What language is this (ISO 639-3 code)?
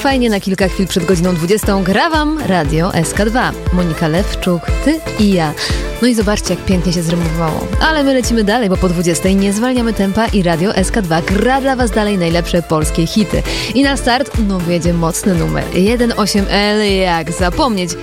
pol